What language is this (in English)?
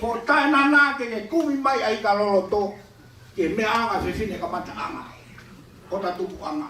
Tongan